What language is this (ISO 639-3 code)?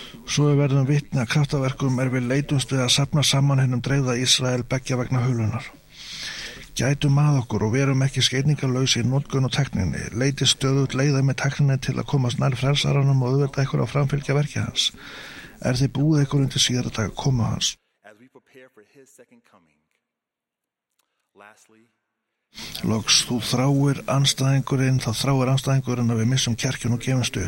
isl